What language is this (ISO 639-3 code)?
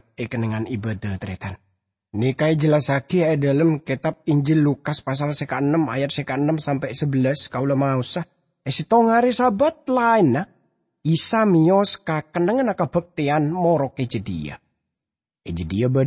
mad